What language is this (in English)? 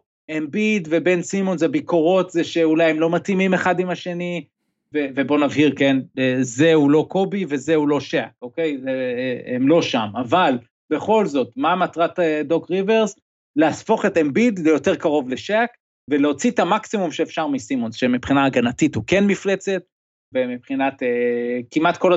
Hebrew